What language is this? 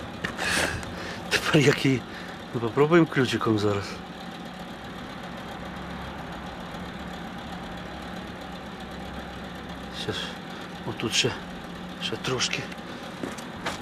Ukrainian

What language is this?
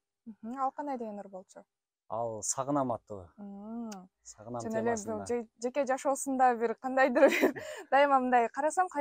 Kyrgyz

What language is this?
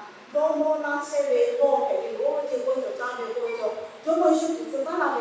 Lahu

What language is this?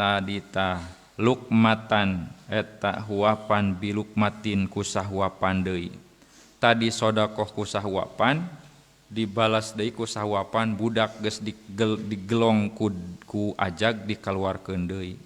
Sundanese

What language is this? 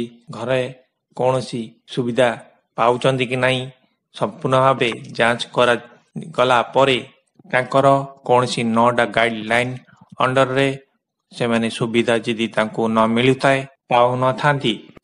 Odia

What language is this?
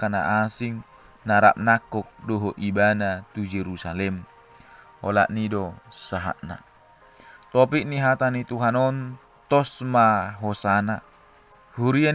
Batak Toba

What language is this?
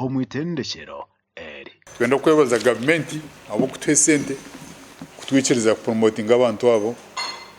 Nyankole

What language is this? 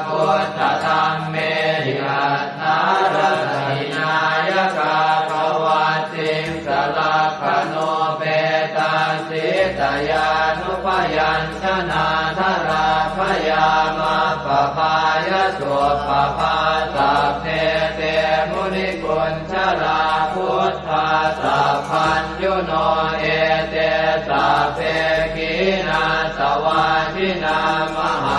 Pali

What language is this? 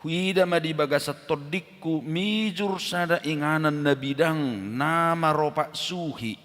Batak Toba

